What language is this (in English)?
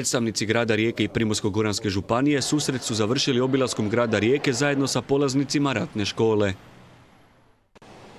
Croatian